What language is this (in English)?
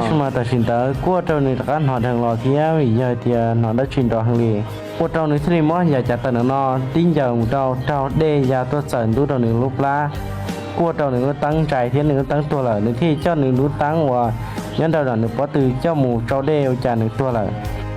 Hmong